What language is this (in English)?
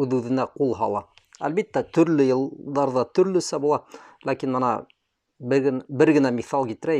Bashkir